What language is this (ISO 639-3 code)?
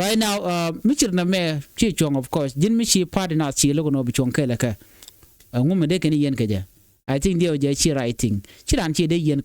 nus